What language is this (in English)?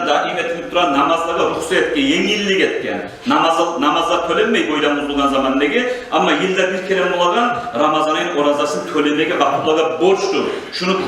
Kumyk